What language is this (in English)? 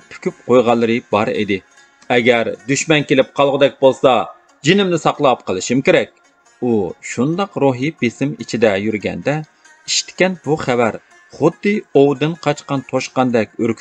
Uyghur